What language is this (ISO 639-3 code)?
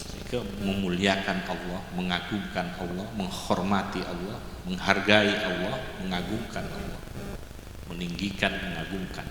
mad